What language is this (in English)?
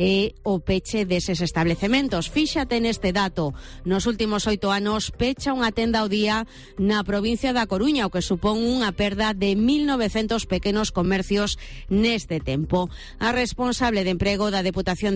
Galician